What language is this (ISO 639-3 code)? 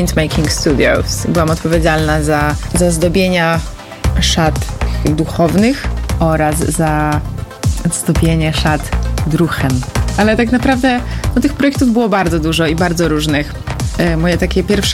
pol